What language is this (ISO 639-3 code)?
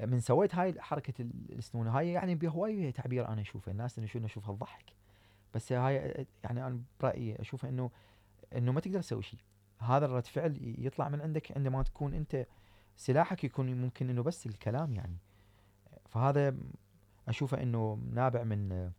acm